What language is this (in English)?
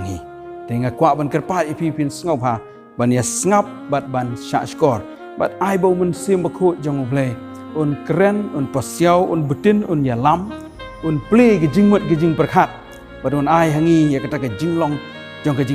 Khasi